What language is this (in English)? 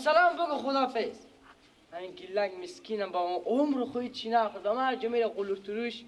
Persian